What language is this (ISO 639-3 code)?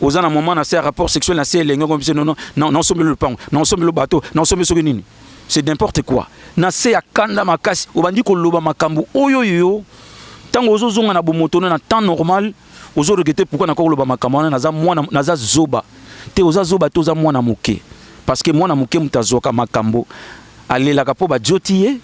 lin